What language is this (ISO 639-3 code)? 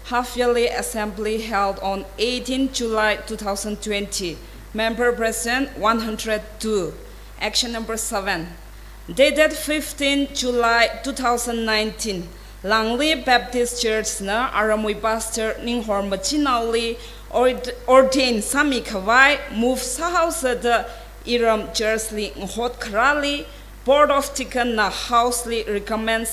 nmf